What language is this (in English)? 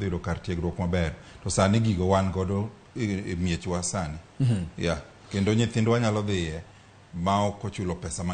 Luo (Kenya and Tanzania)